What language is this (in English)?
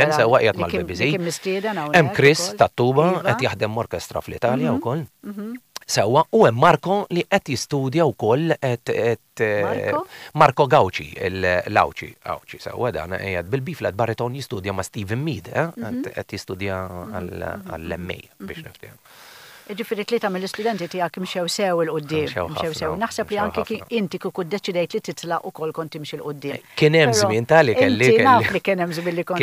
Maltese